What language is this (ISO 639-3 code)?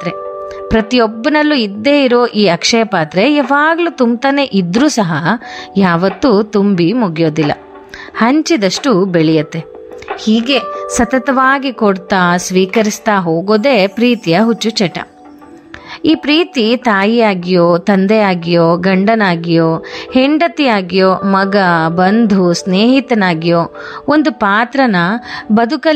kan